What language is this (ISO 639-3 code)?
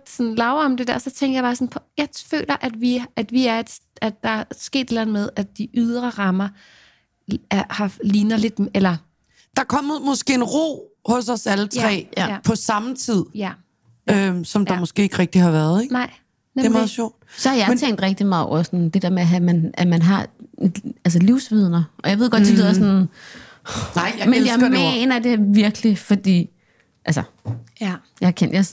dan